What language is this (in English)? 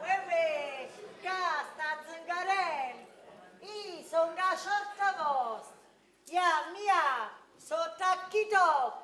Neapolitan